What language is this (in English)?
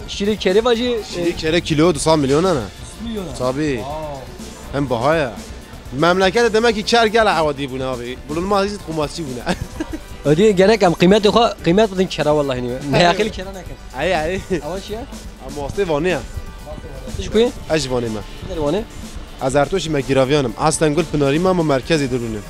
Kurdish